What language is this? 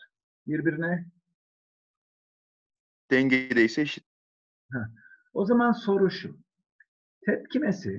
Turkish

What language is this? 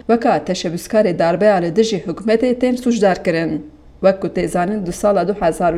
Kurdish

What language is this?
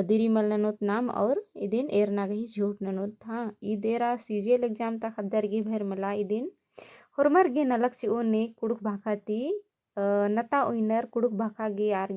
Kurukh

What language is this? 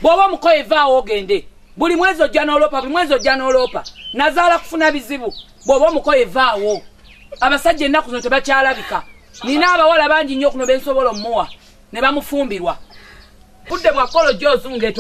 Ganda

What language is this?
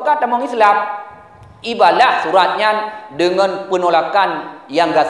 Achinese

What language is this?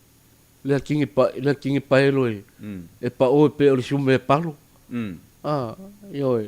Samoan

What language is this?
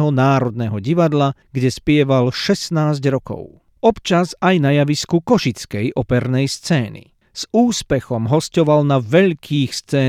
Slovak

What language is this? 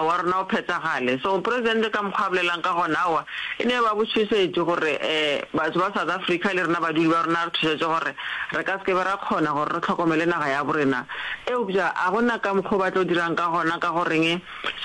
Northern Sotho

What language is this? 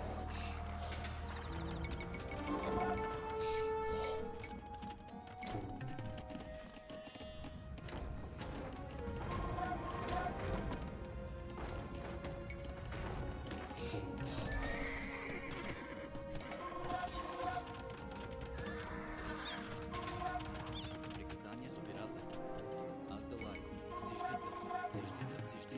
Bulgarian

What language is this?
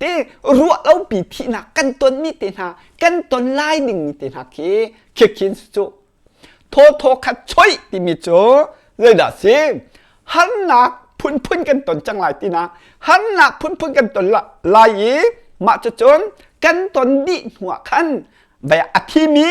Hakha Chin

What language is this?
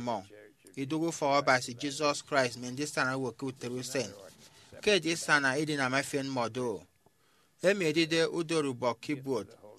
Efik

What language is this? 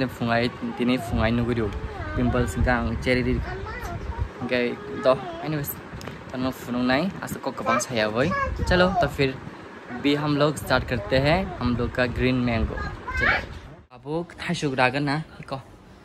Kok Borok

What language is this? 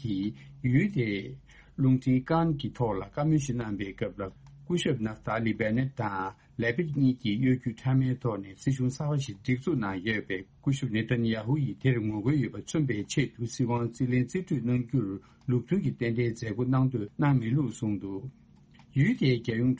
Tibetan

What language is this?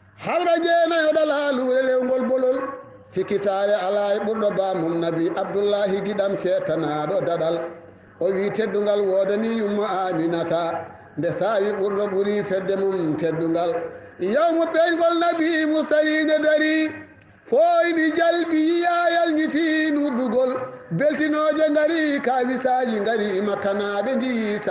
Fula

